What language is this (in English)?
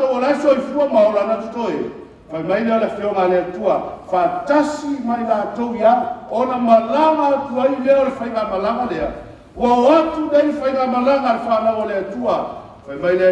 Samoan